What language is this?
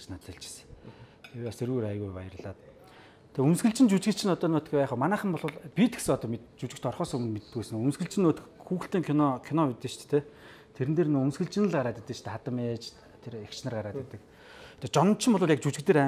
Mongolian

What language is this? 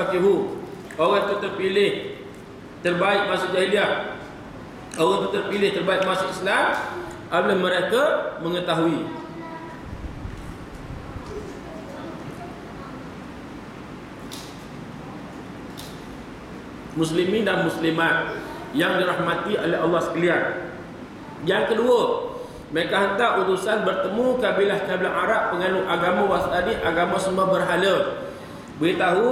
Malay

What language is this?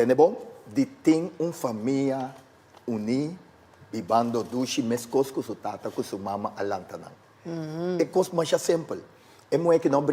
Papiamento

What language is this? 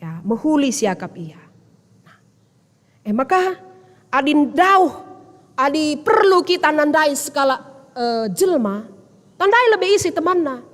Batak Karo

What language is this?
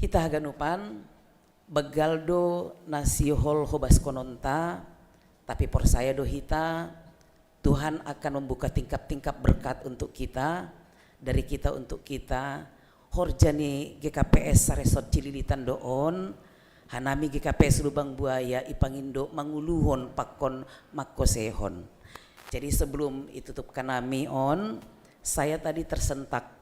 Batak Simalungun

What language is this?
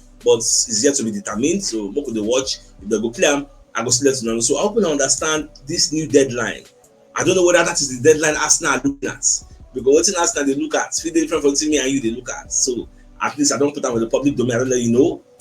Nigerian Pidgin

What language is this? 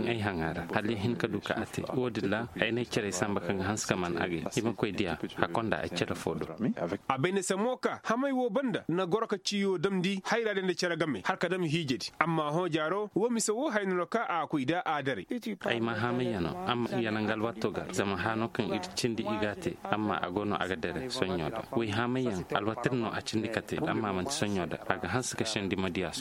Koyraboro Senni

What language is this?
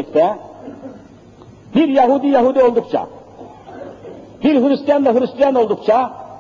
Turkish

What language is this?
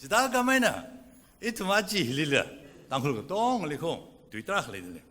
Tangkhul Naga (India)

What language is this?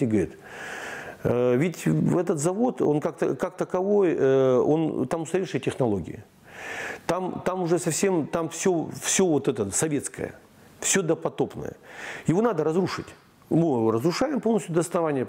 Russian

